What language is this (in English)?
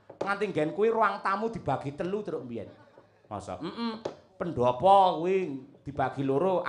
Javanese